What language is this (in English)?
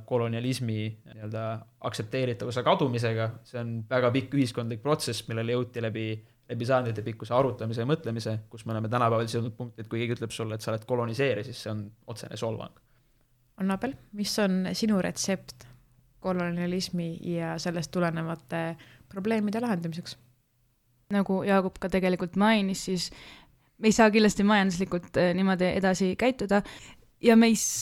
Estonian